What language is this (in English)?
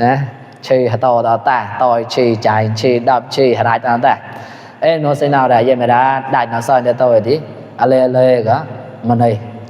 Mon